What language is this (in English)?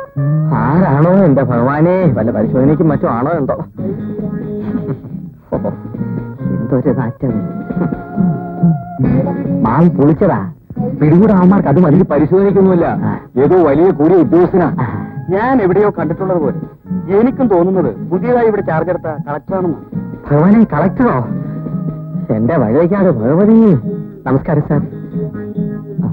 Malayalam